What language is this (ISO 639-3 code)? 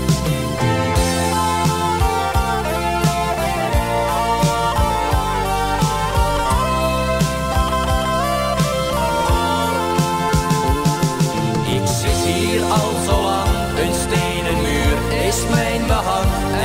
nld